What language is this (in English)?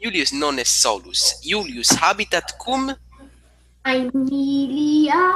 Latin